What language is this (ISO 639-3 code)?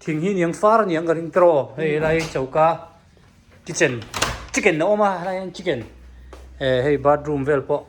hmr